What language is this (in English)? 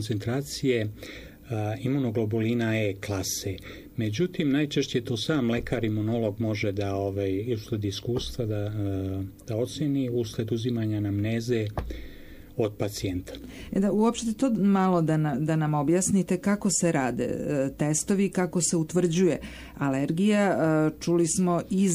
Serbian